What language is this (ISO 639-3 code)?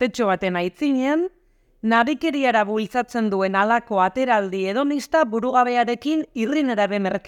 eus